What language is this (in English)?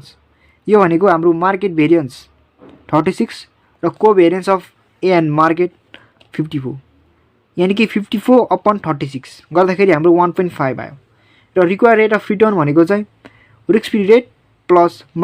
Nepali